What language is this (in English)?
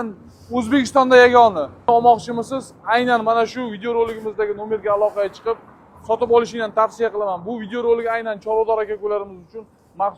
Uzbek